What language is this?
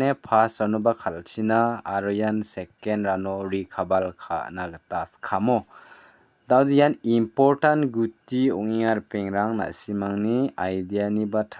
Garo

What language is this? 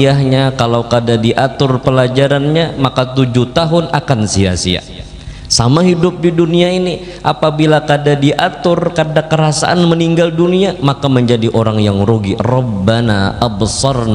Banjar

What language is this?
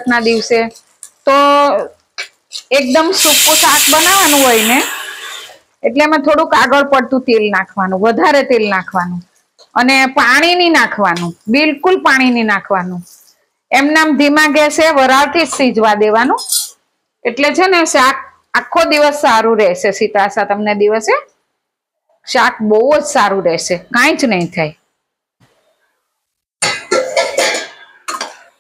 Gujarati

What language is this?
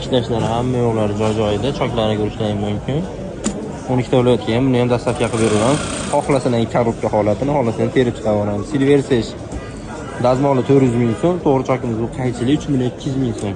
Uzbek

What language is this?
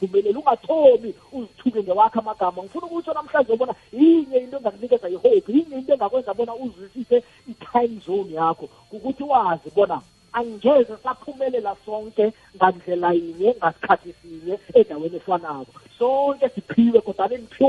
South Ndebele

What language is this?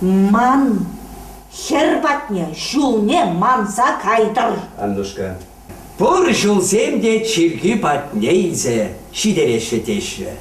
Chuvash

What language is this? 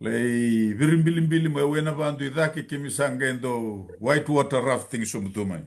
Fijian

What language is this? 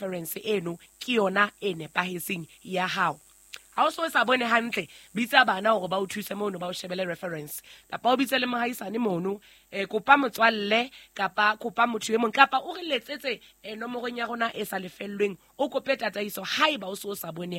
Southern Sotho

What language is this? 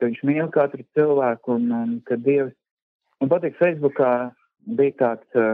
Latvian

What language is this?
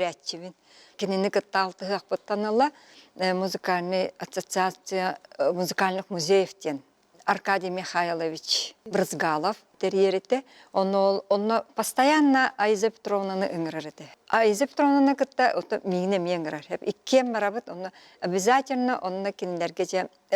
Yakut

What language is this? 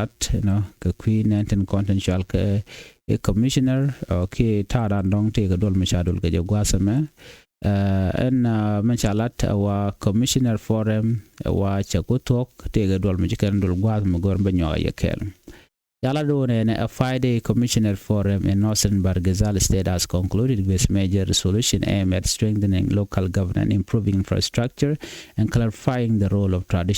Nuer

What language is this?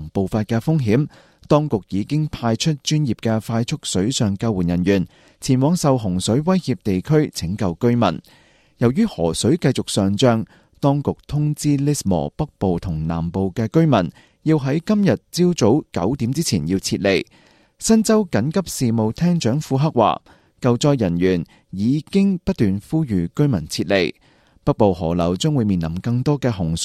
Cantonese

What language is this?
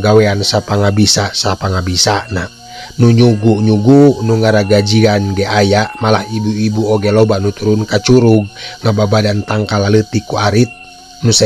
Sundanese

